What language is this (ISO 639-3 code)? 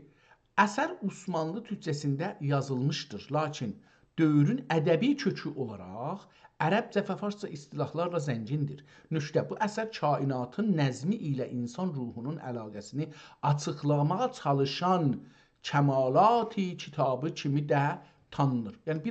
azb